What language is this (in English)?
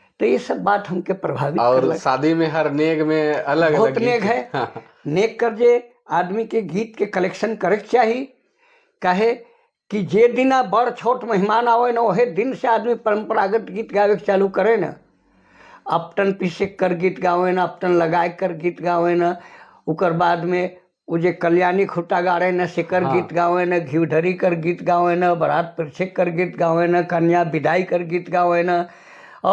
Sadri